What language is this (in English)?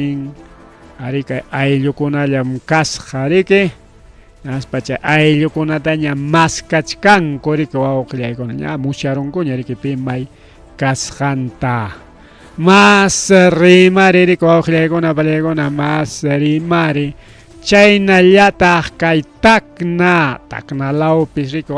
Ayacucho Quechua